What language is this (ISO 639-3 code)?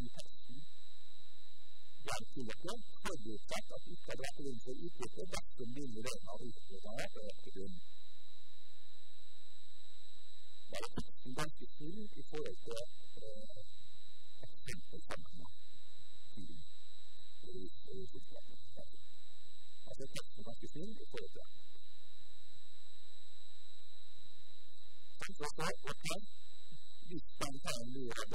nor